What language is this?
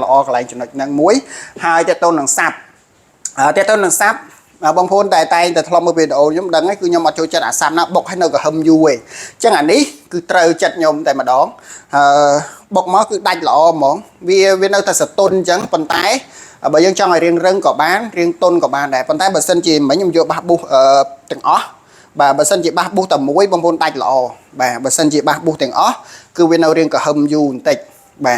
Khmer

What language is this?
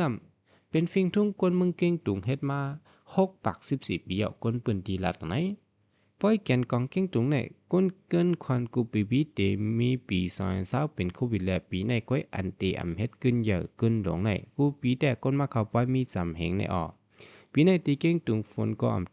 Shan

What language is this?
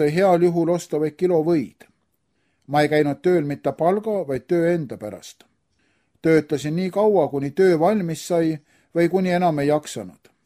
Estonian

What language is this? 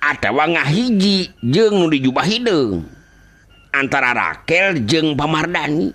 Sundanese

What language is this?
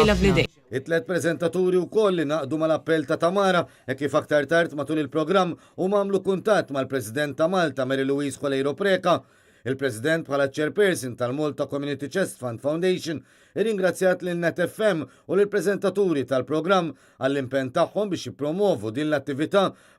Maltese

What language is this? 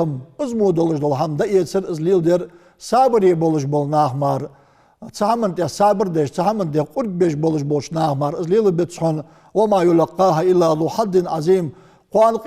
Ingush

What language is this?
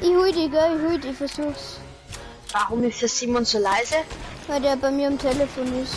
Bavarian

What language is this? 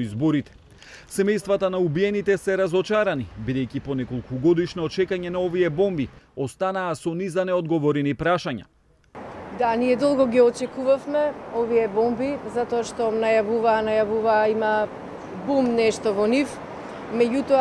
Macedonian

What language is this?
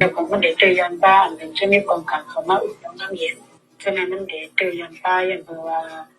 Shan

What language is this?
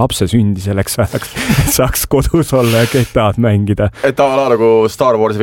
Estonian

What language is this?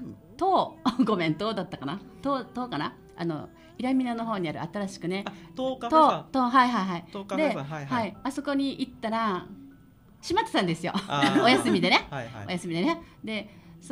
Japanese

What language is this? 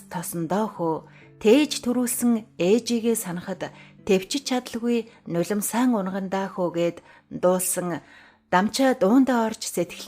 Mongolian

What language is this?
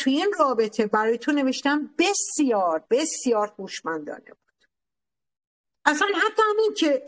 Persian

